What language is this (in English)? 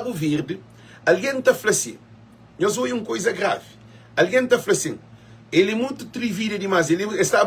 Kabuverdianu